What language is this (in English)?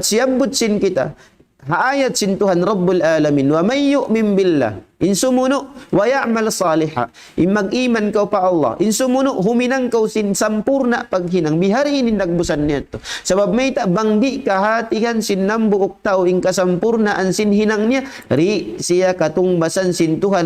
Tausug